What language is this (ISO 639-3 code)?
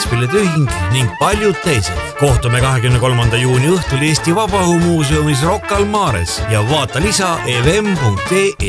est